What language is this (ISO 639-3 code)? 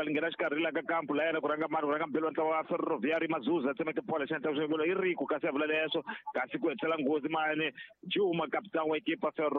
tso